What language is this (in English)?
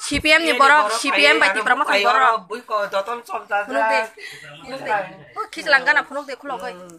Kok Borok